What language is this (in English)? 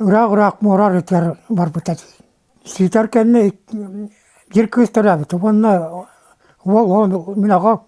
Yakut